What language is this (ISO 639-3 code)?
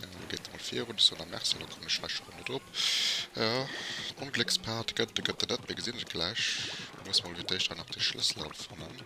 ltz